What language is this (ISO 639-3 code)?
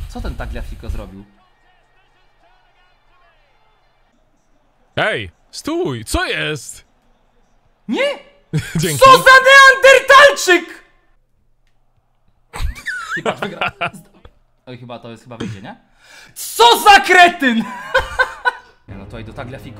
pol